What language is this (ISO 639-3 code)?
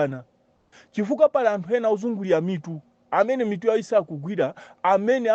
nya